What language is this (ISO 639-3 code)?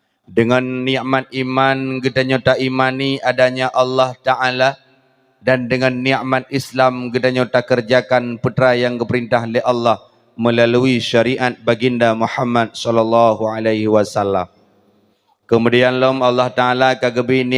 ace